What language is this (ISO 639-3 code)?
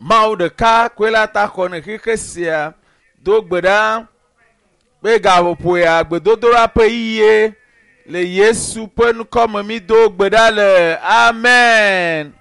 ewe